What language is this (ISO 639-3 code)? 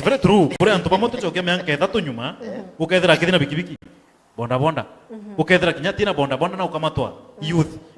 mer